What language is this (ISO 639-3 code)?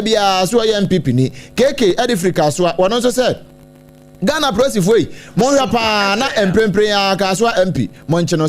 aka